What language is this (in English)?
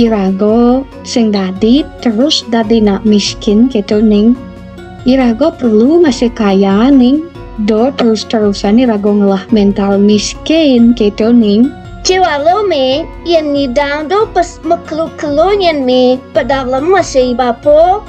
Balinese